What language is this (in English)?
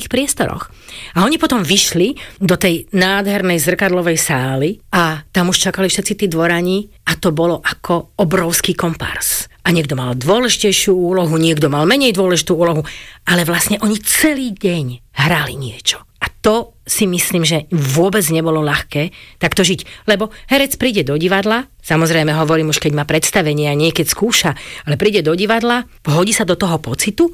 Slovak